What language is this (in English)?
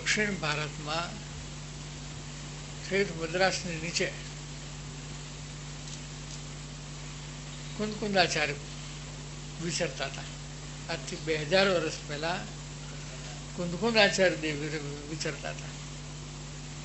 Gujarati